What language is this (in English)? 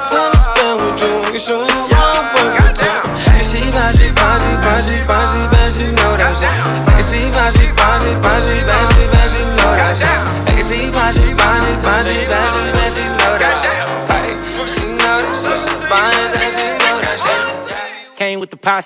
English